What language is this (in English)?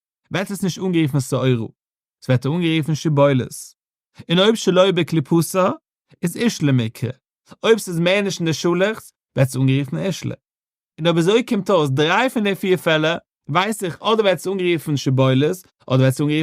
Yiddish